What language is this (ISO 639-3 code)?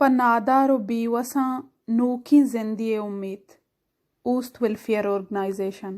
bal